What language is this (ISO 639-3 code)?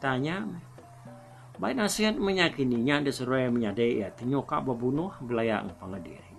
iba